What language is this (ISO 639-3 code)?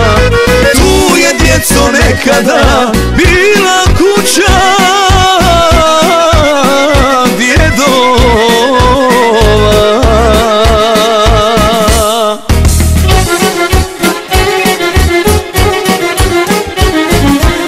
hrv